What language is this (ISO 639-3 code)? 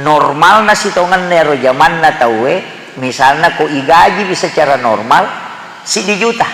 bug